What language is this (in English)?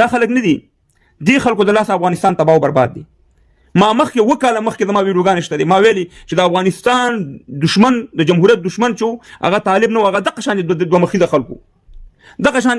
Pashto